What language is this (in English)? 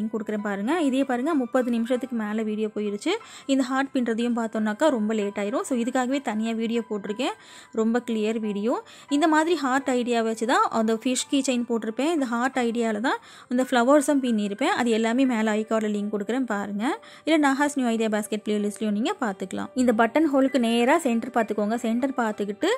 Tamil